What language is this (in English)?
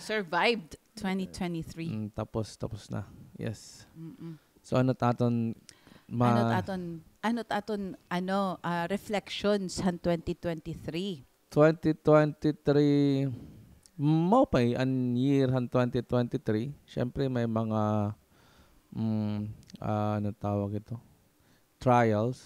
Waray